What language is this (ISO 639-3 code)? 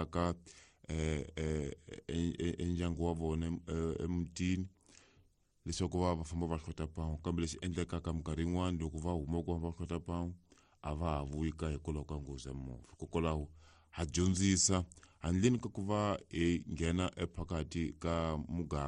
tso